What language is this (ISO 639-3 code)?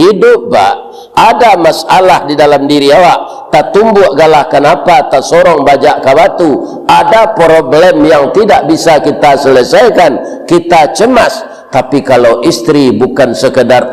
min